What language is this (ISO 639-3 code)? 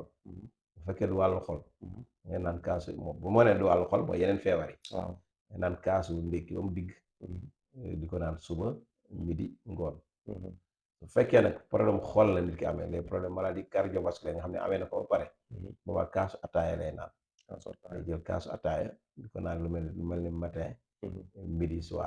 wol